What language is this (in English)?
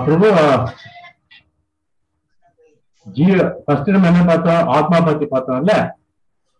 Tamil